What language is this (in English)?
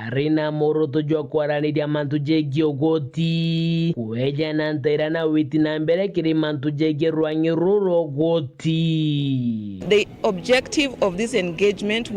Meru